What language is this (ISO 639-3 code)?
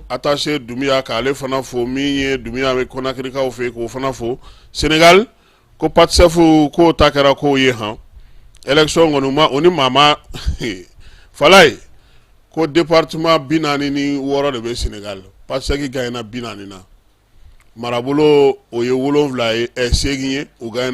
bam